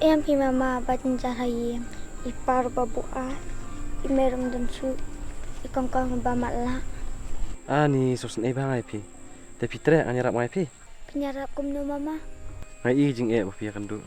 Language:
Khasi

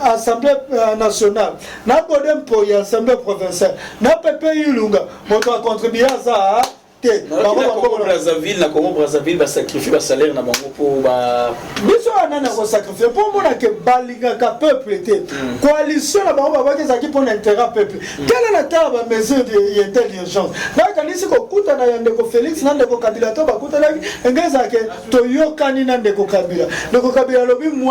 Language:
Lingala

